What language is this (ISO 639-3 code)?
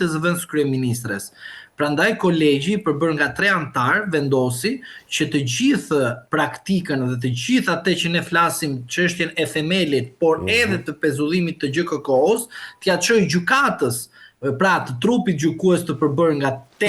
sqi